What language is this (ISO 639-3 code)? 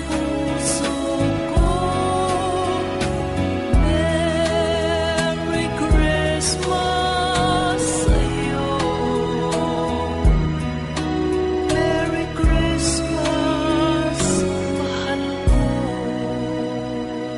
fil